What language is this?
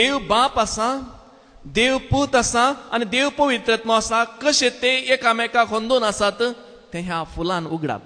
Konkani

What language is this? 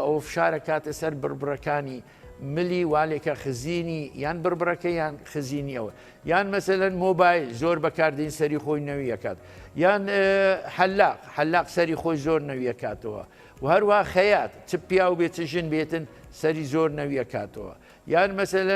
Central Kurdish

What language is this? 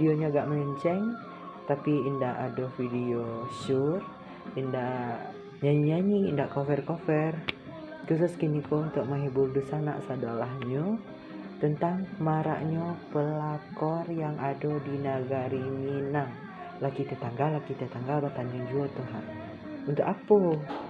Minangkabau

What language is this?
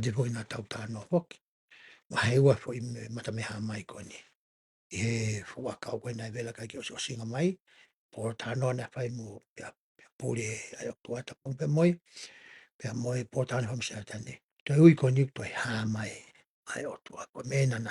Tongan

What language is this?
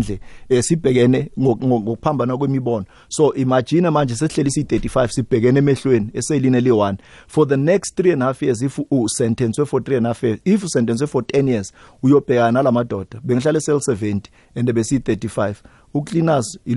South Ndebele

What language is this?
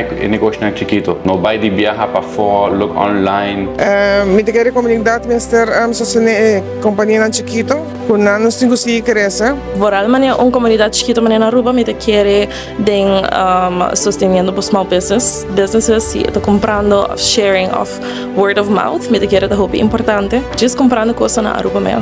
Papiamento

